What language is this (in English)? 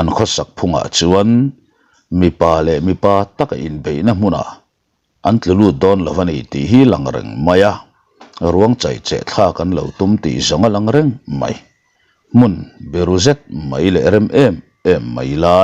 Mizo